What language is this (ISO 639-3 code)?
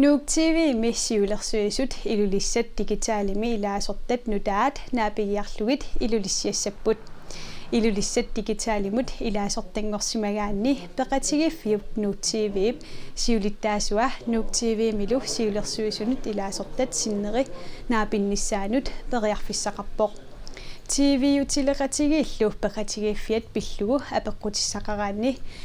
kal